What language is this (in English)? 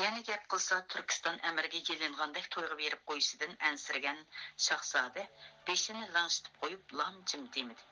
Uyghur